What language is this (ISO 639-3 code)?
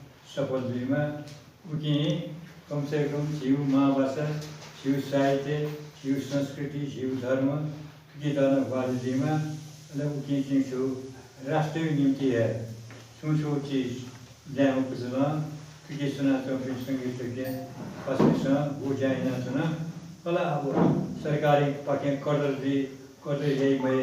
new